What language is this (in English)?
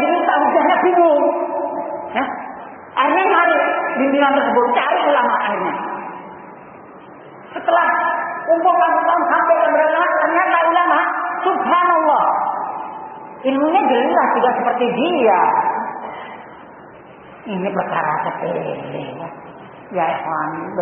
Indonesian